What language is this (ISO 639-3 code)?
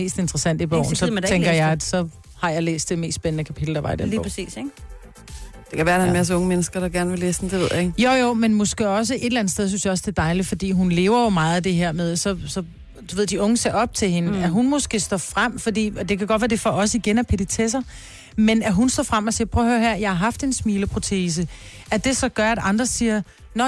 dan